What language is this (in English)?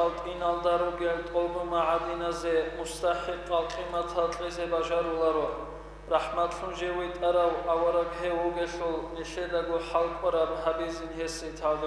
Avaric